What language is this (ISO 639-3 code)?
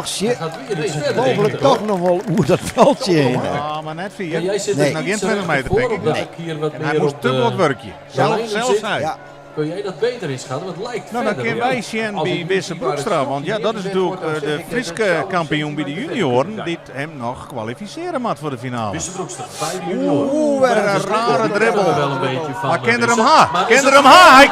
fry